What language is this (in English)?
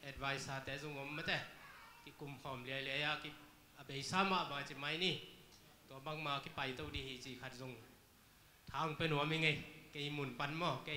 Tedim Chin